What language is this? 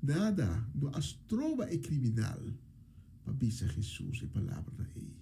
Papiamento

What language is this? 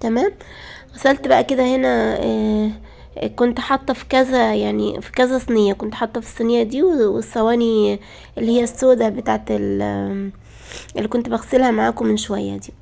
Egyptian Arabic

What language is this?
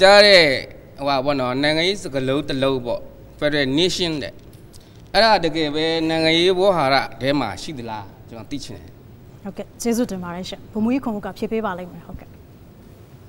Burmese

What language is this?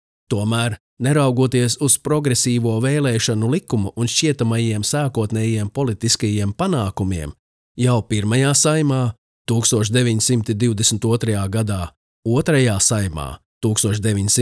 Latvian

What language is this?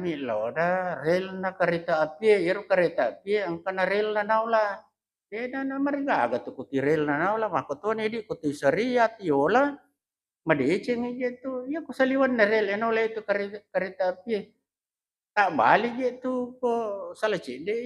Buginese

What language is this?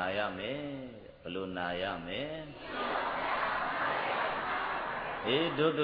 Burmese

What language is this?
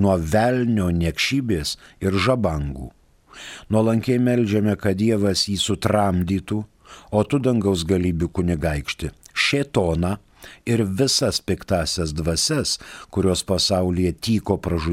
Lithuanian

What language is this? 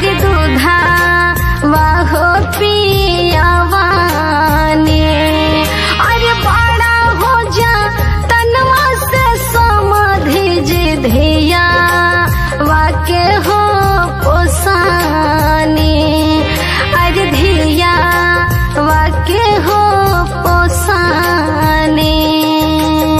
Bhojpuri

